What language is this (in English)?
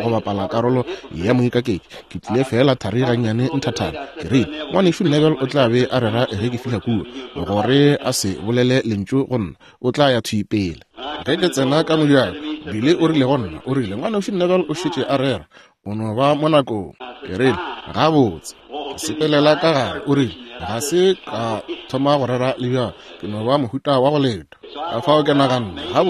Northern Sotho